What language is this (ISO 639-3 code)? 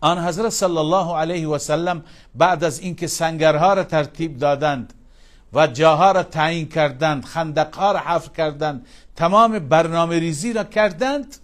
fas